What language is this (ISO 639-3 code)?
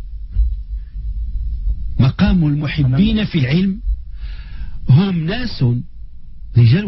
ary